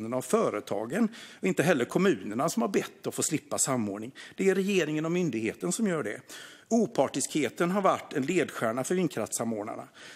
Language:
Swedish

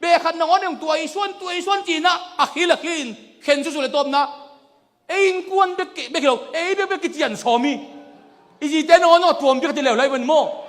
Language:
Tedim Chin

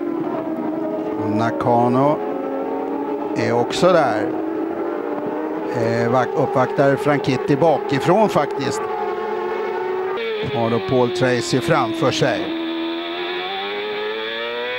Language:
Swedish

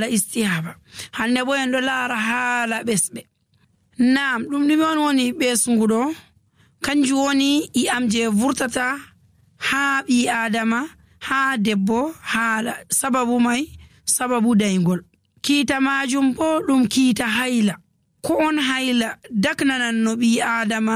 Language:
Nigerian Fulfulde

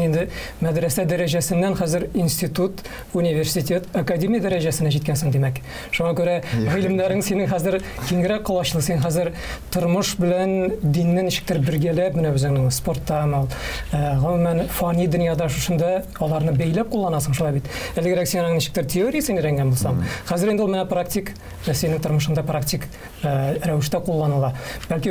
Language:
Tatar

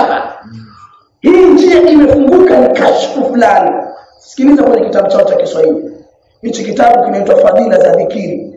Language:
Swahili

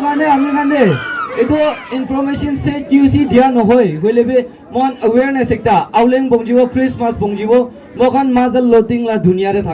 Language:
Naga Pidgin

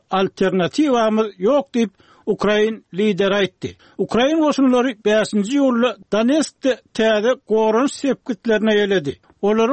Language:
Turkmen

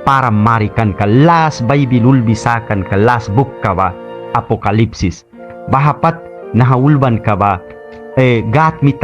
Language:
Mískito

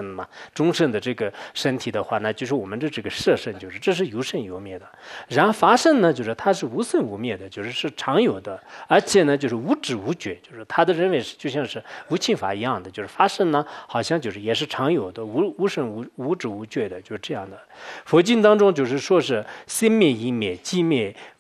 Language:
Chinese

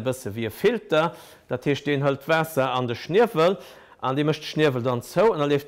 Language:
Luxembourgish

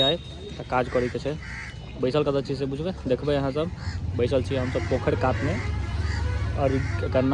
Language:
Maithili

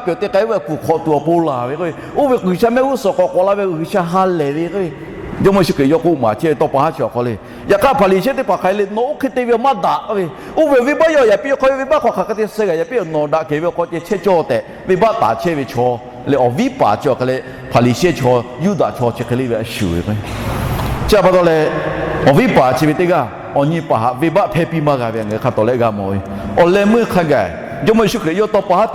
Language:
Lahu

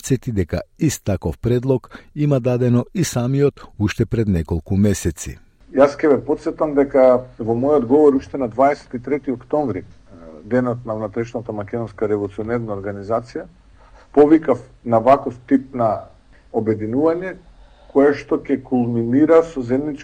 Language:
Macedonian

